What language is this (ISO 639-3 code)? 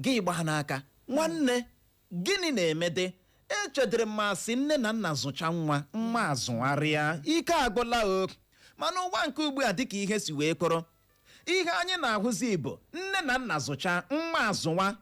ibo